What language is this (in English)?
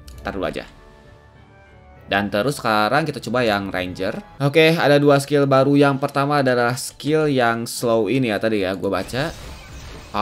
Indonesian